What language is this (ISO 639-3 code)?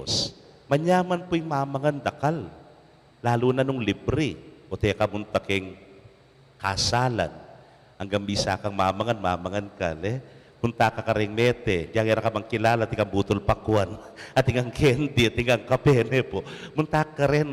pam